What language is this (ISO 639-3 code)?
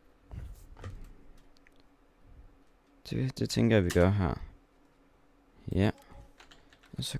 dan